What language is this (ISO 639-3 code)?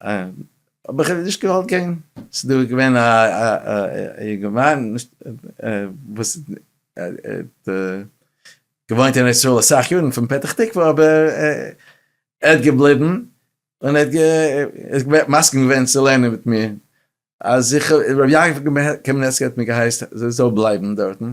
yid